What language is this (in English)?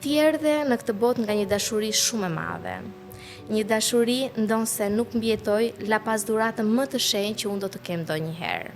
Albanian